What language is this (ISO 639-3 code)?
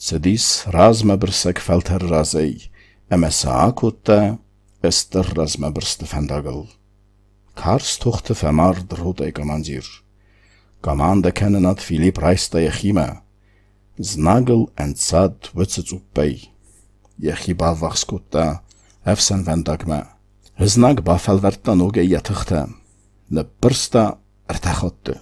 oss